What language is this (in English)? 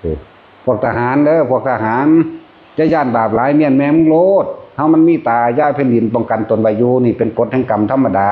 Northeastern Thai